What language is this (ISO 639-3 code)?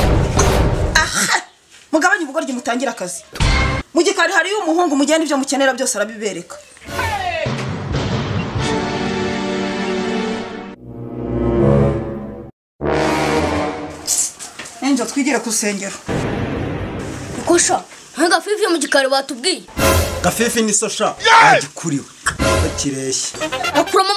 kin